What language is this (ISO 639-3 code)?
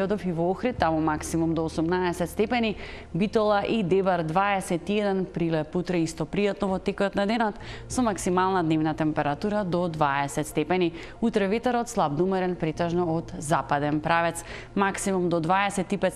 mkd